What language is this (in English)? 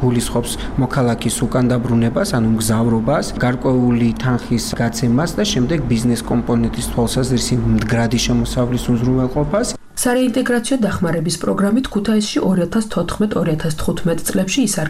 Georgian